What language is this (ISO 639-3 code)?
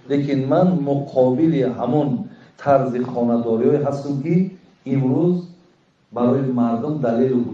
tgk